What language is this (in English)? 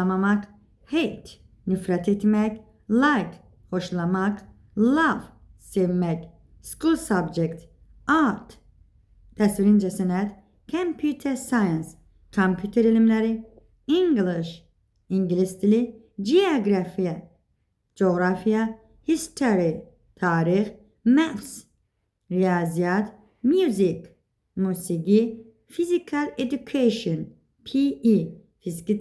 Azerbaijani